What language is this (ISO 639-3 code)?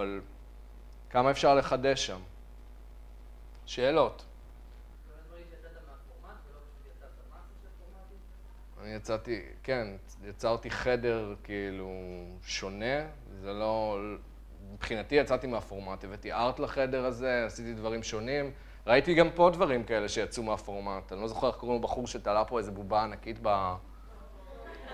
heb